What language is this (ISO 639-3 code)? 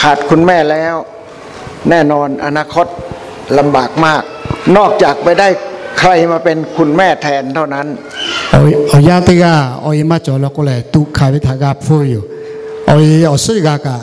lhu